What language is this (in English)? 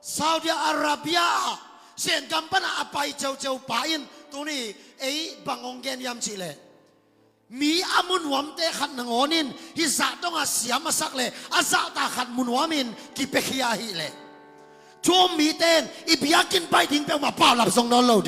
Tedim Chin